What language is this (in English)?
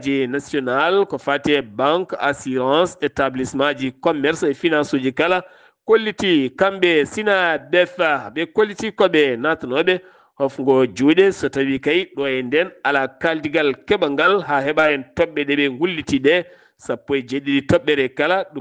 Fula